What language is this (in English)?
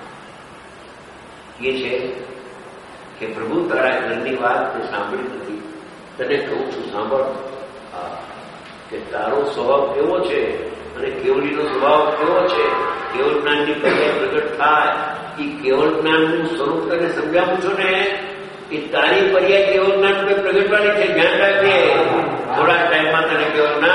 Gujarati